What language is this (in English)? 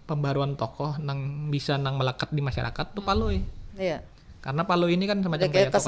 Banjar